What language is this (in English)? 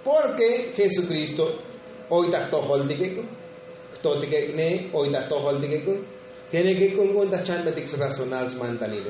Tzotzil